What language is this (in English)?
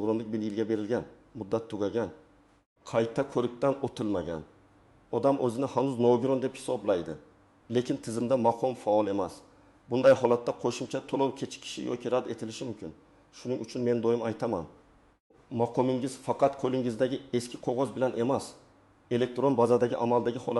Uzbek